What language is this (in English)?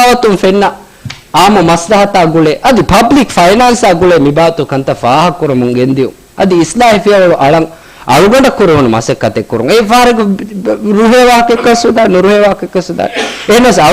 Divehi